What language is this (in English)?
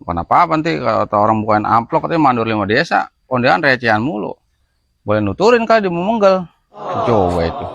Betawi